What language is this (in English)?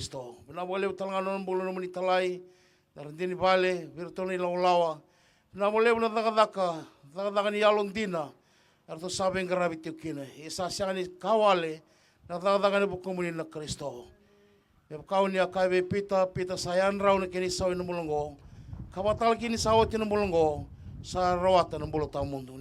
Fijian